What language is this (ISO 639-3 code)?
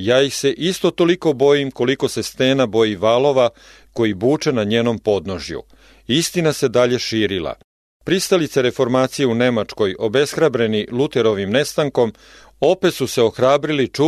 srp